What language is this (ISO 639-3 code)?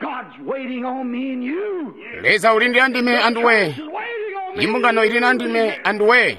toi